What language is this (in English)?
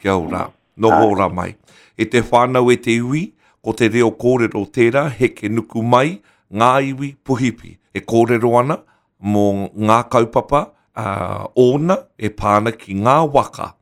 Māori